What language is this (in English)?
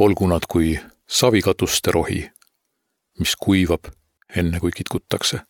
Estonian